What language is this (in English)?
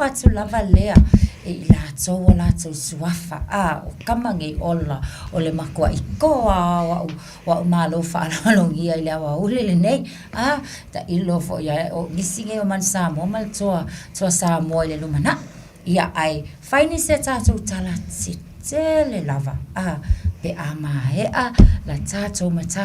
Samoan